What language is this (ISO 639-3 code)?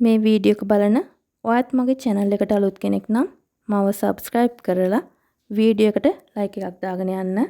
sin